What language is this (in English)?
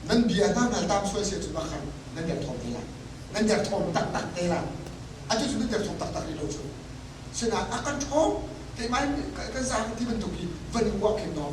Hakha Chin